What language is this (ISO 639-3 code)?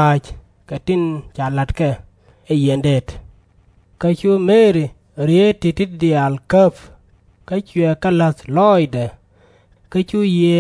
nus